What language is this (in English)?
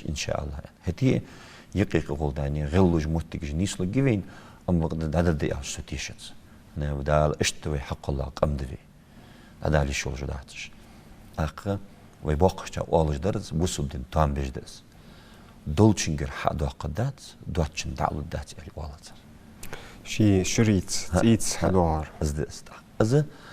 Ingush